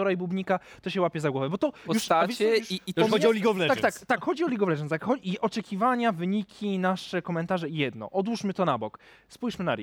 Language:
Polish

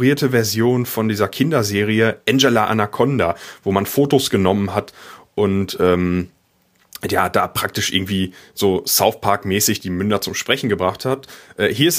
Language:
German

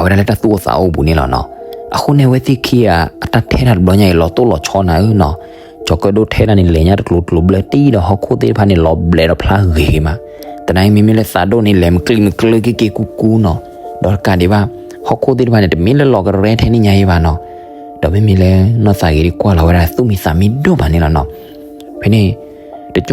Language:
S'gaw Karen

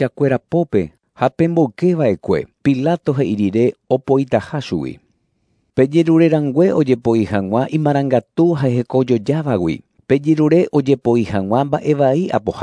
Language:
Guarani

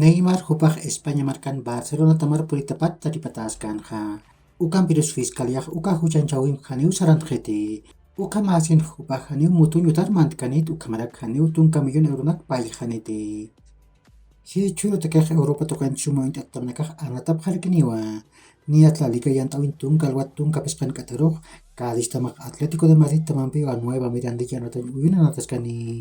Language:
Aymara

